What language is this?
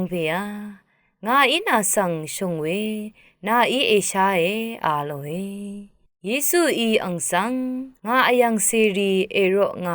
Rawang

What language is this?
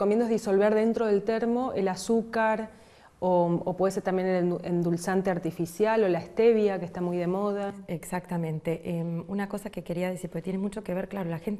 Spanish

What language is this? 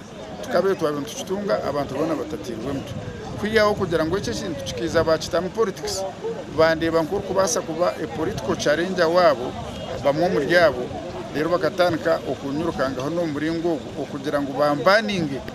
Nyankole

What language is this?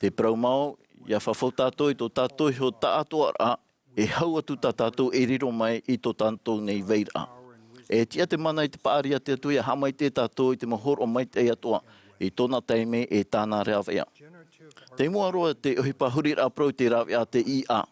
Tahitian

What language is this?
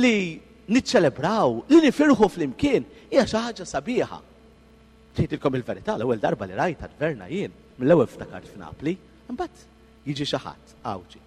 Maltese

